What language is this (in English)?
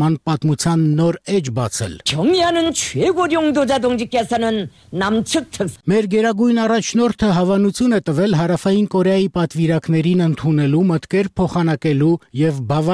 Armenian